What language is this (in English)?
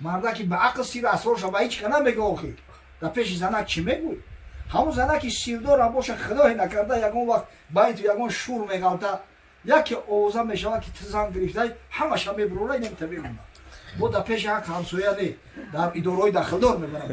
Tajik